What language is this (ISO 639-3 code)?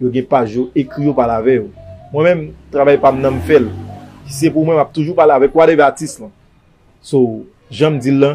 hat